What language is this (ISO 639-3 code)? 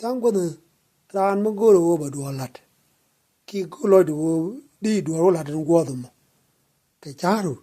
nus